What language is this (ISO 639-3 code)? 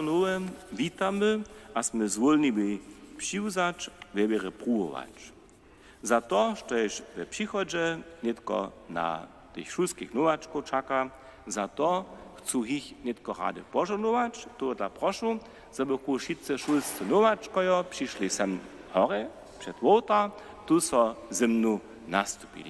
hsb